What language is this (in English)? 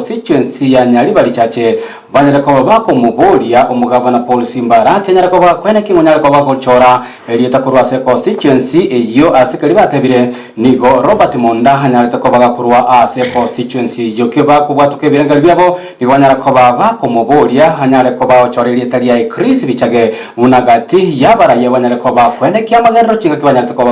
Gusii